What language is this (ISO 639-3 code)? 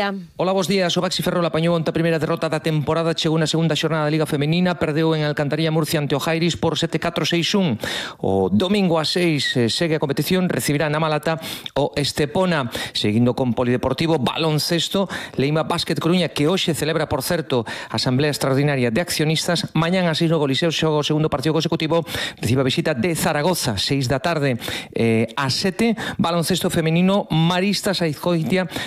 glg